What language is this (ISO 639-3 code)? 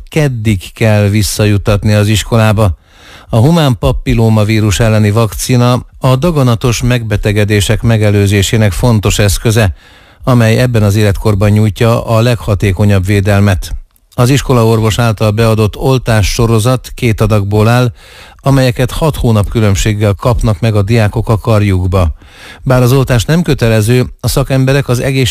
hun